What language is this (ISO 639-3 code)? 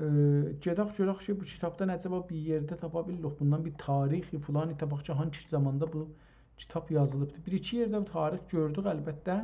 azb